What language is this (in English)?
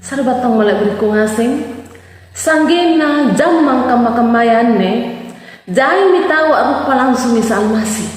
Makasar